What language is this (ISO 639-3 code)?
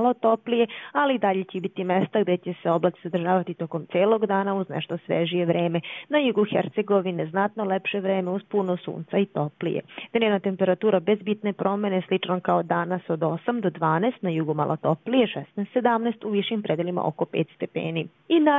bos